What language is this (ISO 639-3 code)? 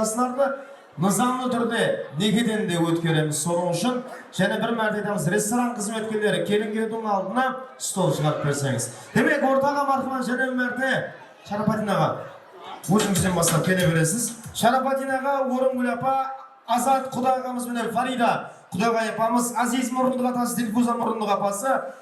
kaa